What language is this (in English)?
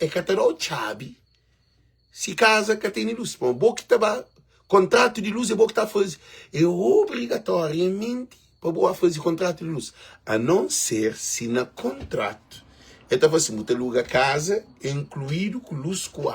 Kabuverdianu